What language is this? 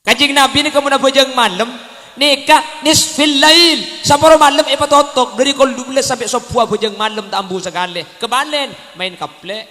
Madurese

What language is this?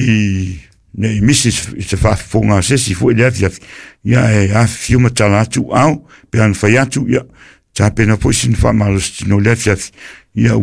Samoan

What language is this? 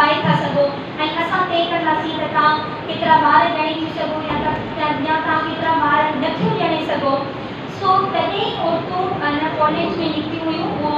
Sindhi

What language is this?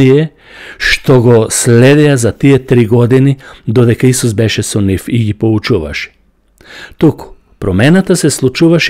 Macedonian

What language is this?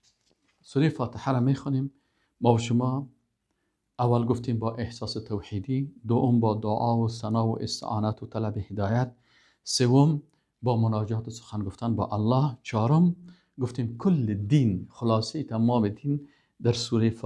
Persian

